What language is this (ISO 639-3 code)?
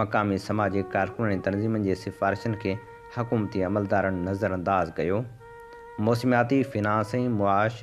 snd